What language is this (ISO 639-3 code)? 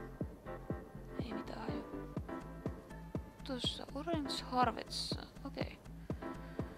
fin